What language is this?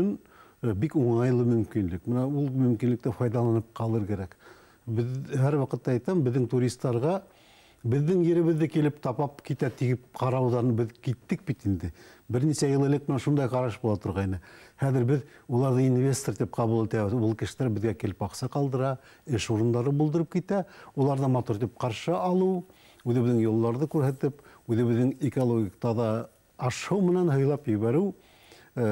Bashkir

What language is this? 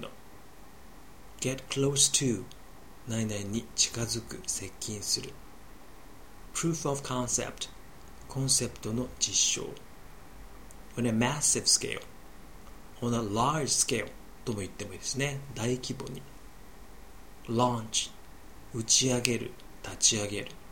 Japanese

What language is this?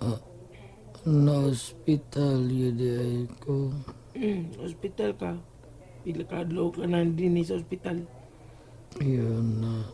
Cebuano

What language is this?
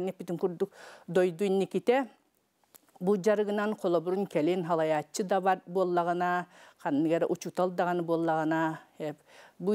Yakut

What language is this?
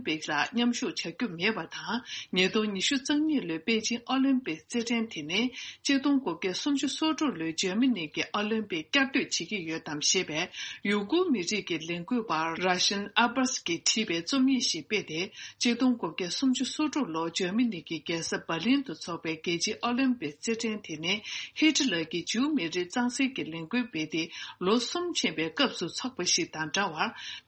Tibetan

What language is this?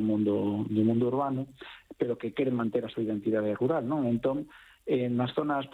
Galician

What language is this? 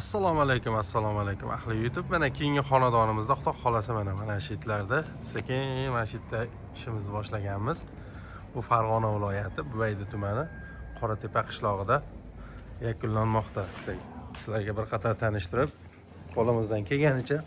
Uzbek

